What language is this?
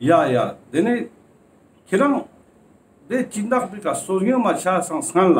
Ladakhi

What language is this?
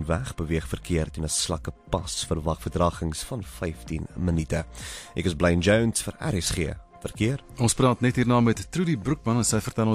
Afrikaans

